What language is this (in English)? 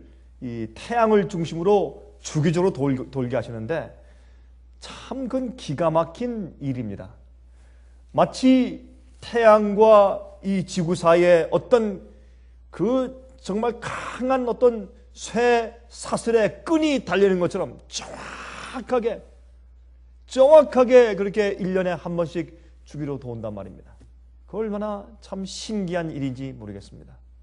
Korean